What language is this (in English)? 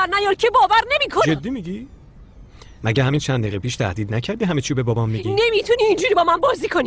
Persian